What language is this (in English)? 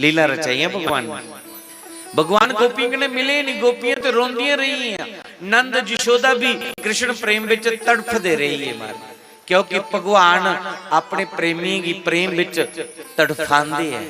Dogri